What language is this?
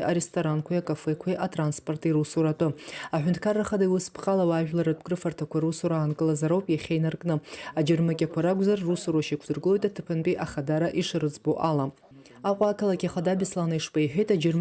Abkhazian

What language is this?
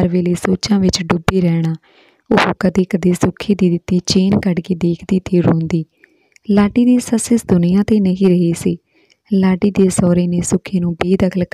Punjabi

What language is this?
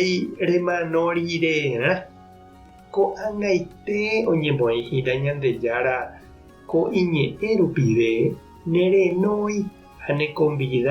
Guarani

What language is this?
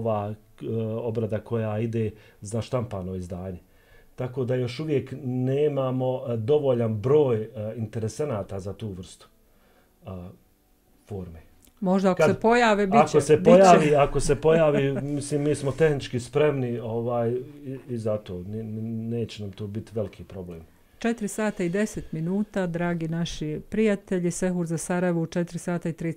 Bosnian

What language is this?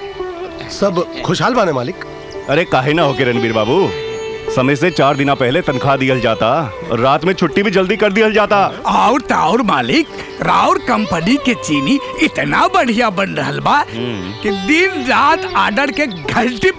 Bhojpuri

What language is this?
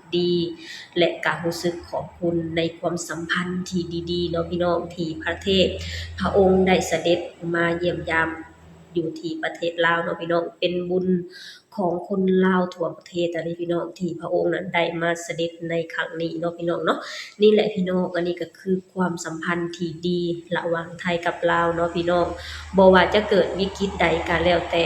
Lao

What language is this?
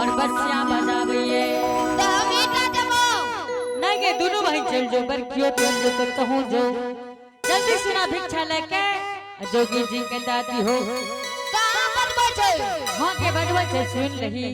Angika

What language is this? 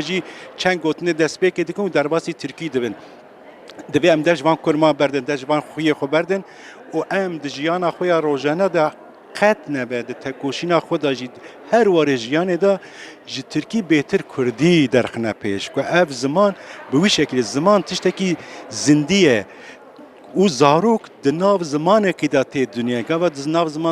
Kurdish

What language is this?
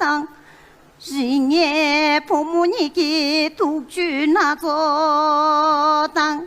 Tibetan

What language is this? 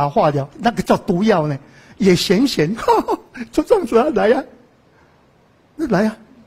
Chinese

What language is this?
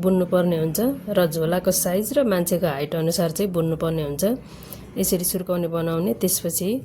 Nepali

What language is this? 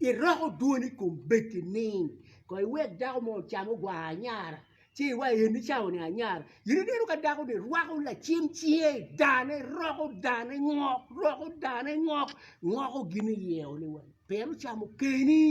Acoli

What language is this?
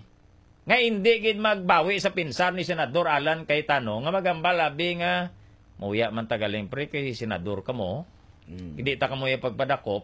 Hiligaynon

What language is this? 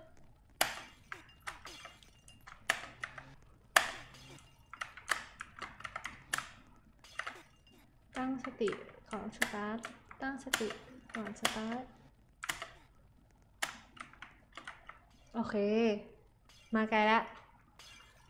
Thai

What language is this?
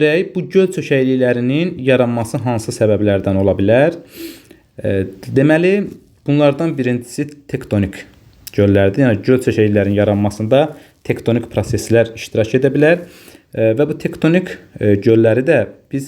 Azerbaijani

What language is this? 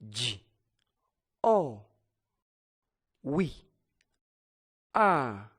Nyanja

